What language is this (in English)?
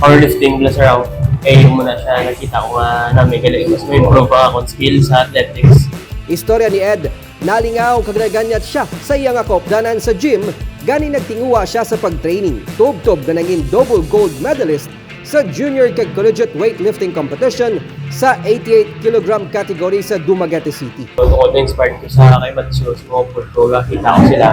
Hiligaynon